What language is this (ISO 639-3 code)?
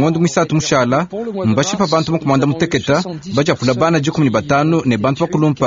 lua